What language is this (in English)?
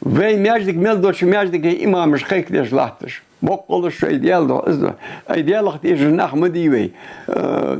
Ingush